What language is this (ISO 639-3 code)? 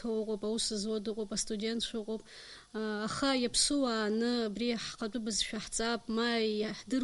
abk